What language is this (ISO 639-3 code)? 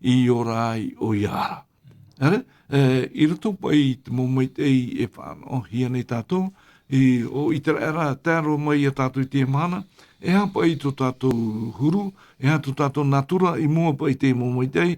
tah